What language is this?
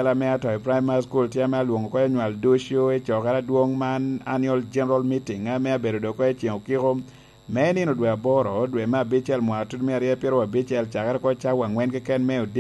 Lango (Uganda)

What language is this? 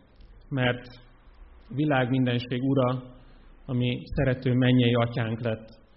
Hungarian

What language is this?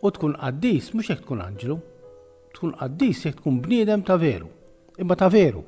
Maltese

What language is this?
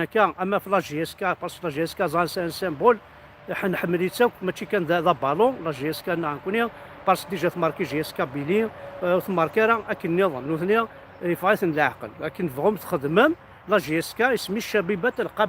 Kabyle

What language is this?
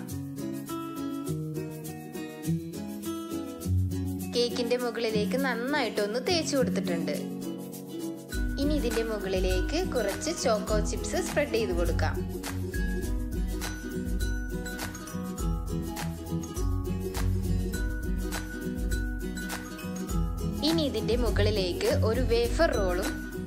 Malayalam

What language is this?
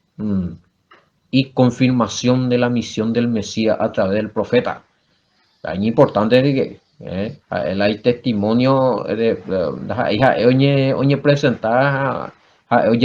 Guarani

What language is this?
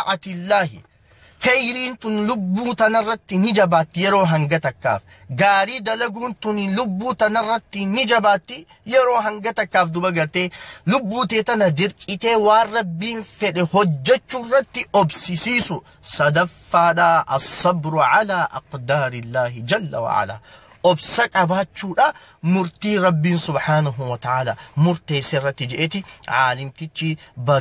Oromo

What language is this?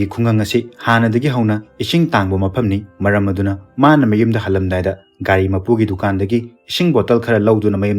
Manipuri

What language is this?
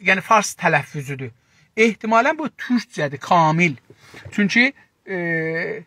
South Azerbaijani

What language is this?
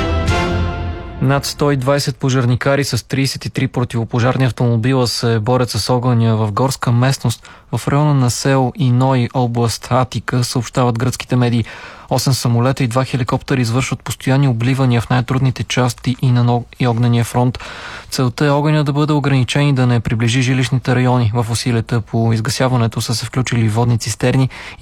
Bulgarian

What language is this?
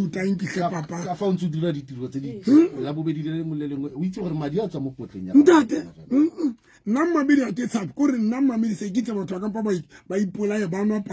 Southern Sotho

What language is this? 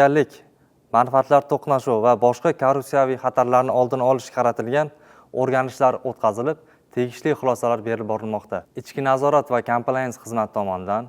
Uzbek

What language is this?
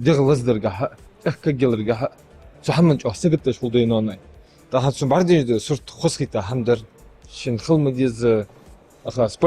Ingush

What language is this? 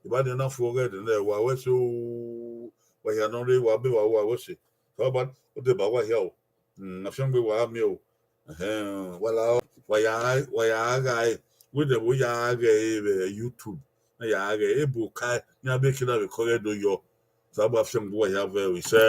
Bini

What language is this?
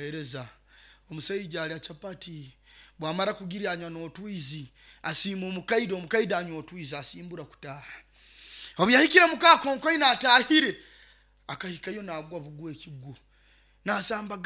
Nyoro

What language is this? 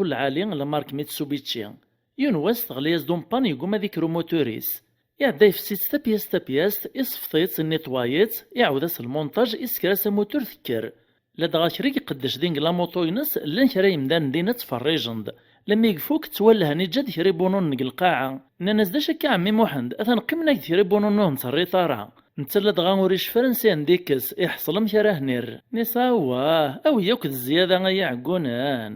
Kabyle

